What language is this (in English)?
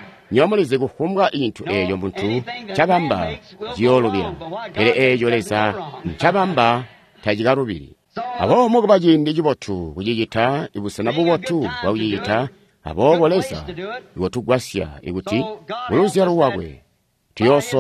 Tonga (Zambia)